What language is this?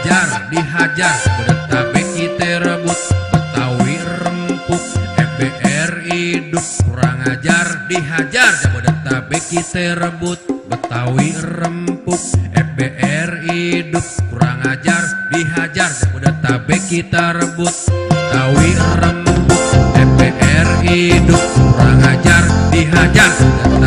Betawi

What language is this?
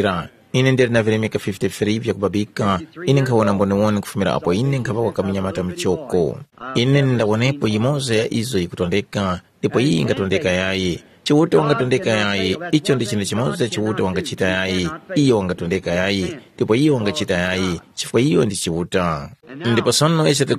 Tumbuka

